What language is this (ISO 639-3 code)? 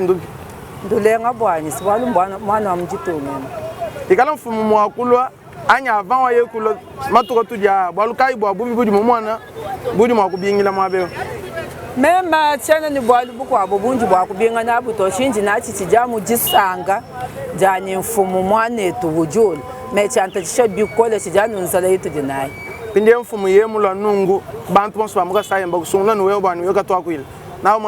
lua